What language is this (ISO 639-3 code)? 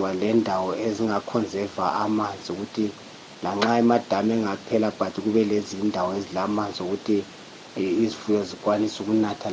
nde